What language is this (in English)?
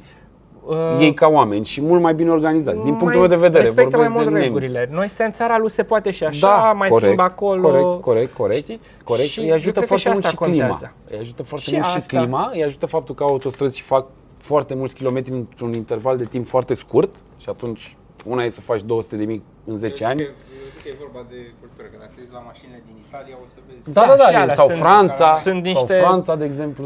Romanian